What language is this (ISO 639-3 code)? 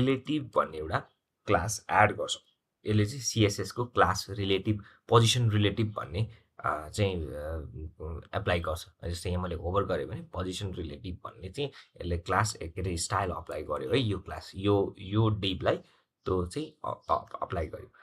nep